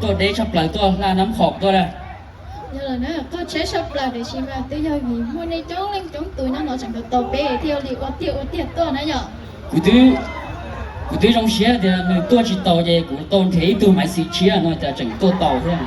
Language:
Hmong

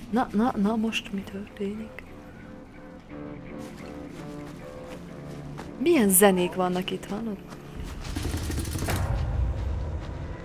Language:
Hungarian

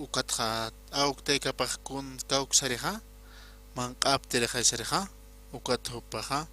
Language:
Aymara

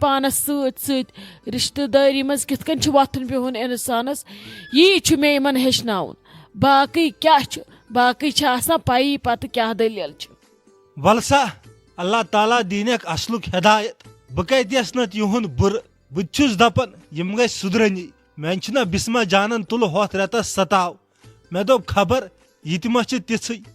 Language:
Kashmiri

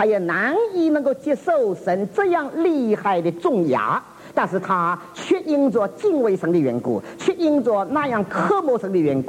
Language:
Chinese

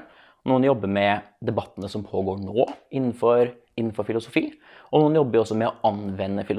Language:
Norwegian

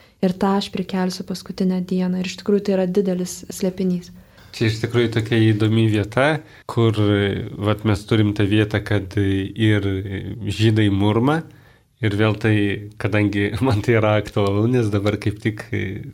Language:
Lithuanian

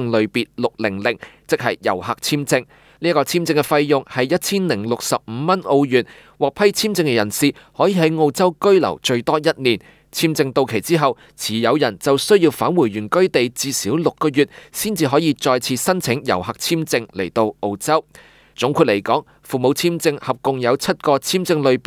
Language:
Cantonese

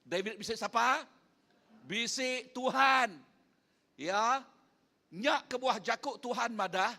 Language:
Iban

